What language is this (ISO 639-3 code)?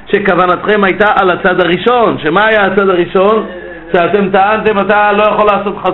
heb